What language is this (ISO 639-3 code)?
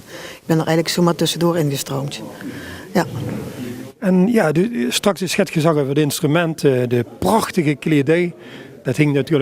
lim